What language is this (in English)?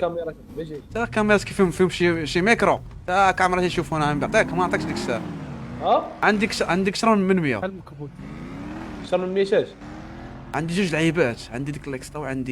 Moroccan Arabic